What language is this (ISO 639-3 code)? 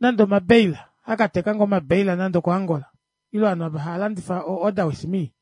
kua